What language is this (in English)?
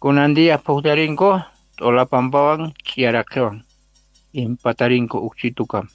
South Bolivian Quechua